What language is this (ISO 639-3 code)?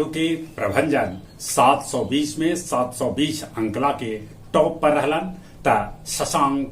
mag